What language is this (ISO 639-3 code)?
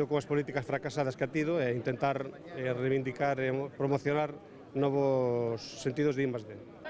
glg